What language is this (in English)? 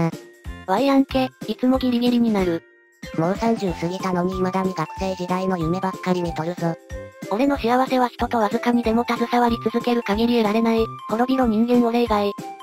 Japanese